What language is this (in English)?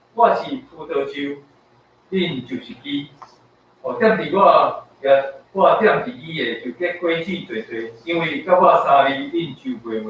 Min Nan Chinese